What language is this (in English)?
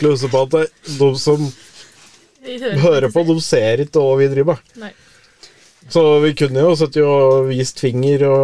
Norwegian